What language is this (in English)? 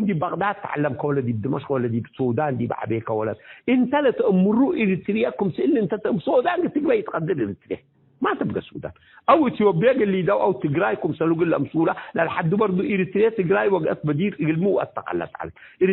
Tigre